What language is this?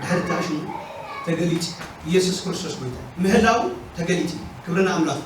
Tigrinya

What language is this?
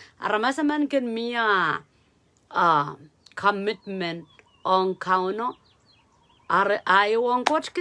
Pohnpeian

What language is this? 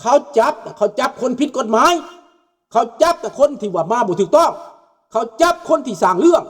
Lao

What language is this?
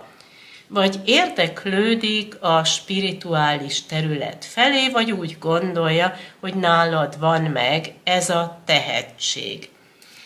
Hungarian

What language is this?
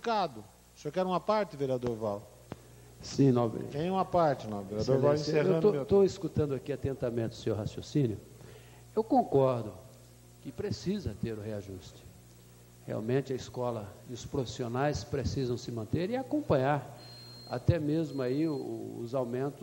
Portuguese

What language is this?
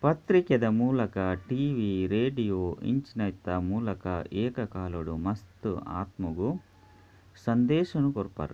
Tulu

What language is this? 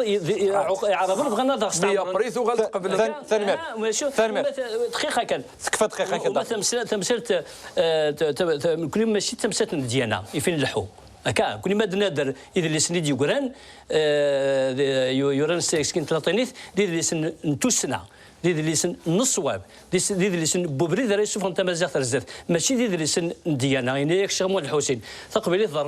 Kabyle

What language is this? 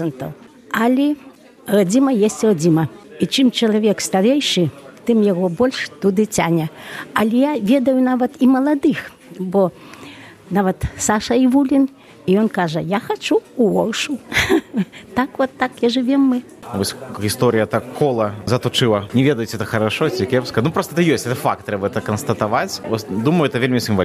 Belarusian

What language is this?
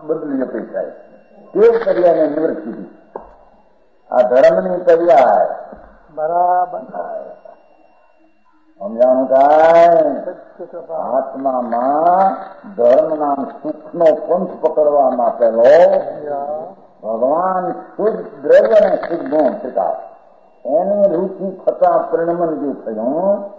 Gujarati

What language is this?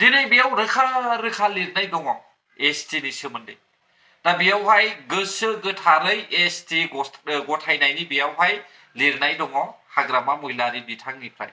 Bodo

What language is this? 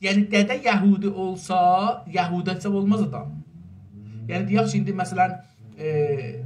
South Azerbaijani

